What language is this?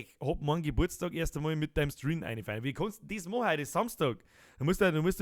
Bavarian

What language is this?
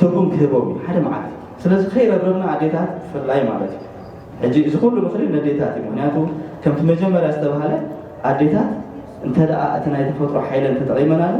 Tigrinya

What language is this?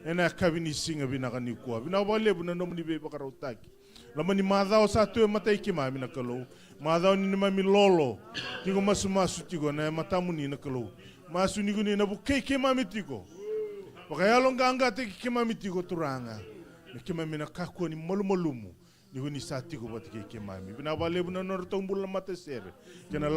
Fijian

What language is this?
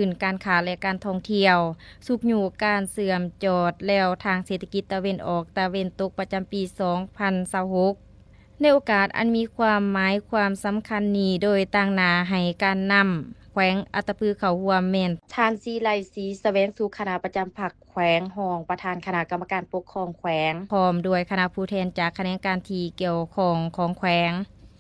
Lao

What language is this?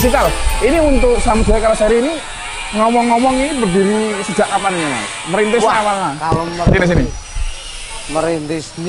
Indonesian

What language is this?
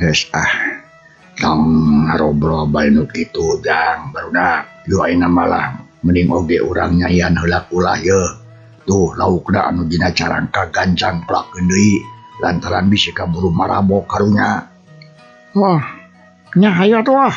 Sundanese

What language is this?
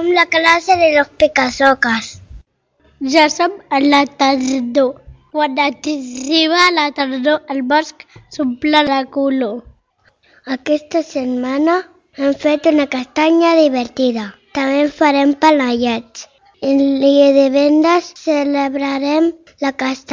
Catalan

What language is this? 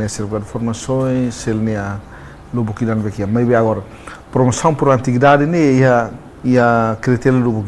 Tetum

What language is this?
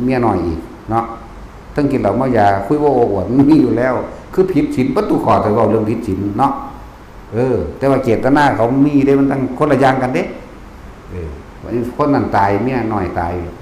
Northeastern Thai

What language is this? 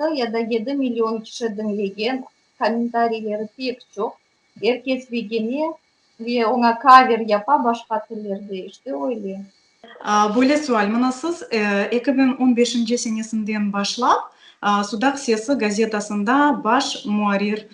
Crimean Tatar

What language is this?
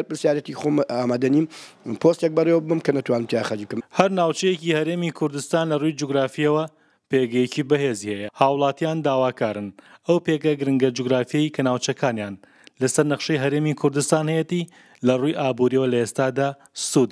Central Kurdish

